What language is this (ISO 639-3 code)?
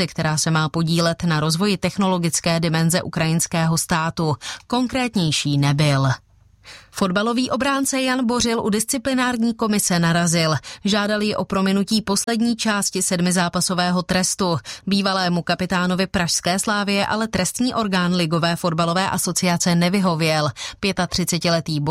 ces